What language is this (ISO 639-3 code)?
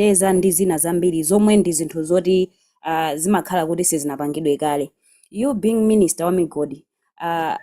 nya